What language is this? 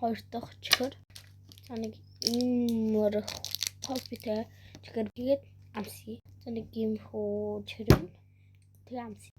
Mongolian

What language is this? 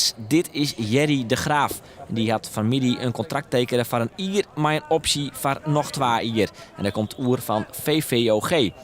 Western Frisian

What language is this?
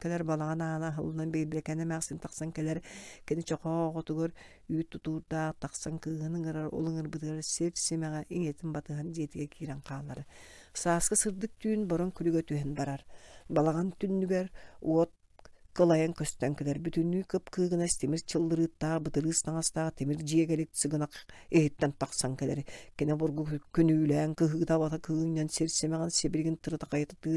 Yakut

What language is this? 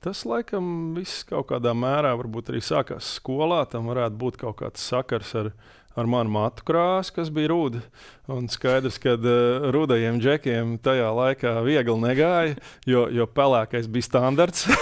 Latvian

